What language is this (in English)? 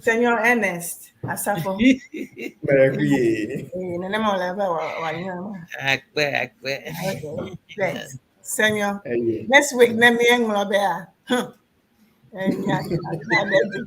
Ewe